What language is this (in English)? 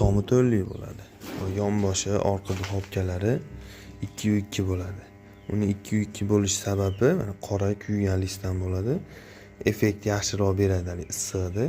Uzbek